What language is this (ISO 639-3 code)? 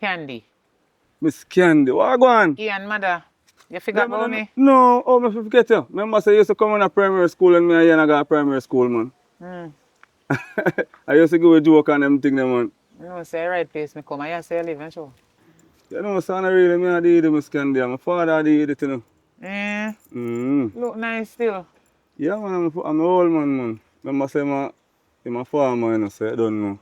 jam